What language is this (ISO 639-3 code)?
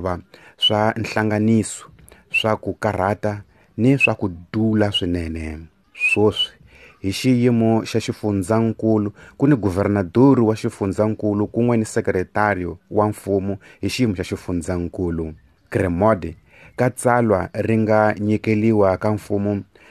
tso